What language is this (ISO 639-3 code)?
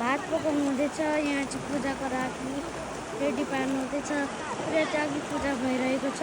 nep